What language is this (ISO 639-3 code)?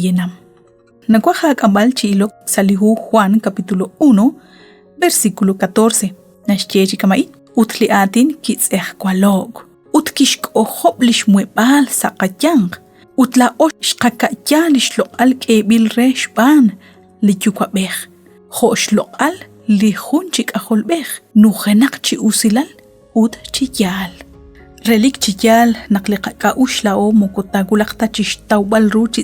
kek